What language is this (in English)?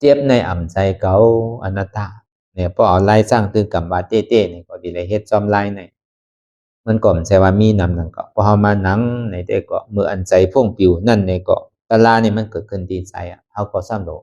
Shan